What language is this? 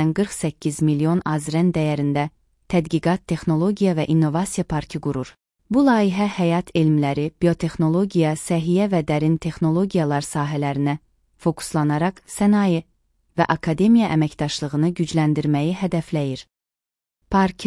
Azerbaijani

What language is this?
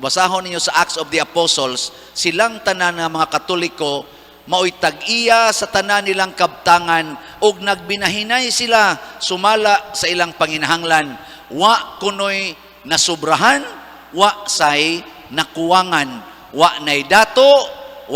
Cebuano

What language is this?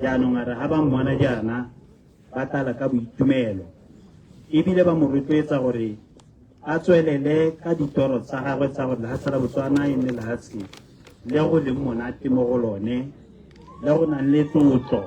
Tswana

